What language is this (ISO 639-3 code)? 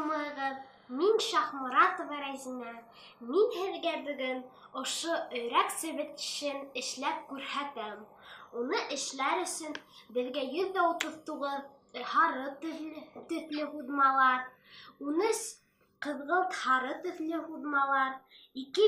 bak